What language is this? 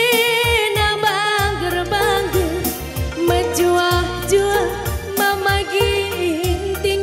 Batak Karo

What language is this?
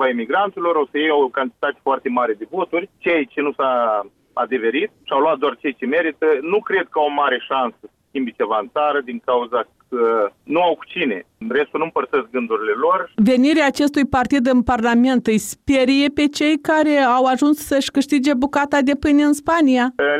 Romanian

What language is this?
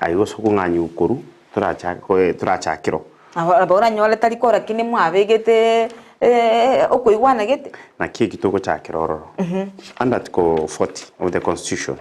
Gusii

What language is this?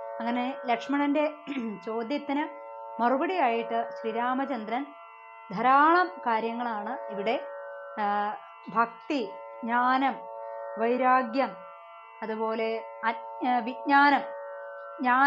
Malayalam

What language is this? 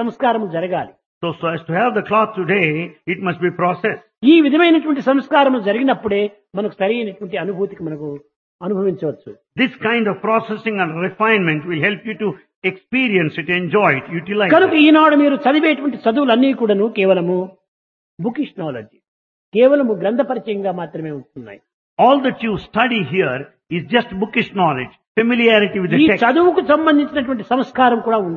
Telugu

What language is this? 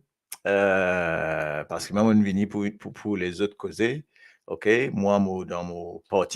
Morisyen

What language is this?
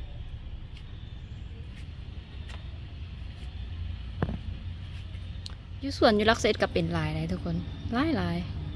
Lao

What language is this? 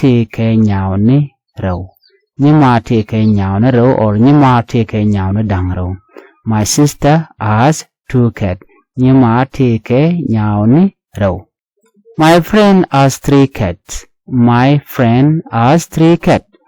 Nuer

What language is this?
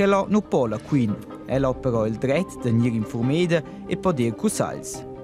Romansh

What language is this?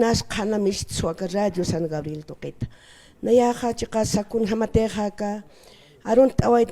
Aymara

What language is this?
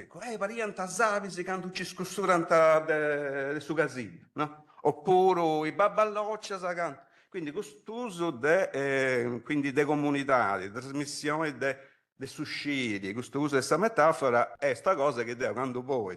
Sardinian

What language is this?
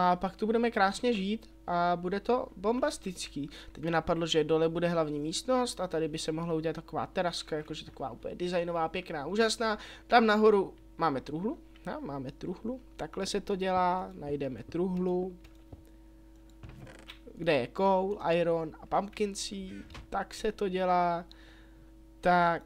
Czech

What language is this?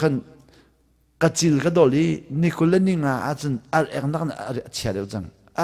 Hakha Chin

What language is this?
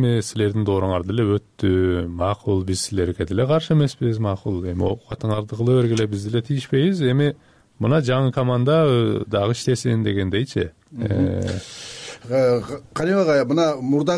Kyrgyz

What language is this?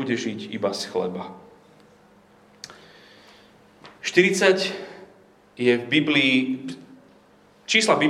Slovak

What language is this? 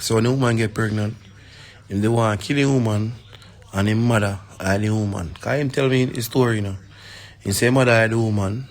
Jamaican Creole English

